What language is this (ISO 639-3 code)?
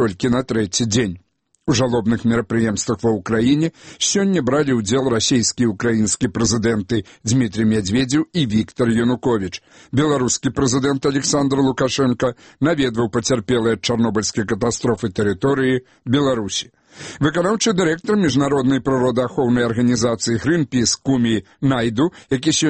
bel